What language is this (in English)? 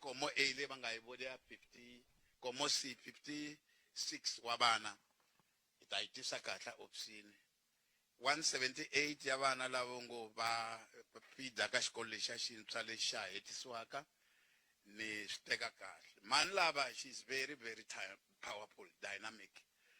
Tsonga